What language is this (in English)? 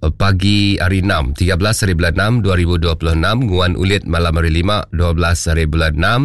Iban